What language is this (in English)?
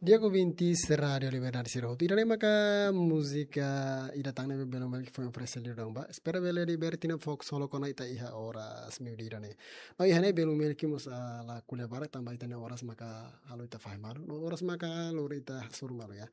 Tetum